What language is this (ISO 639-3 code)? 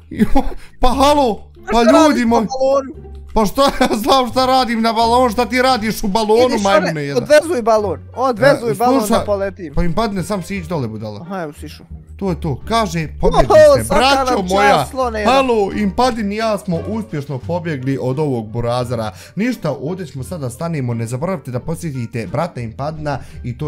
bos